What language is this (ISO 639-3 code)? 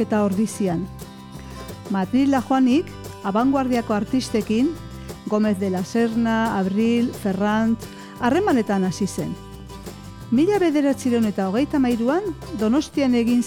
eus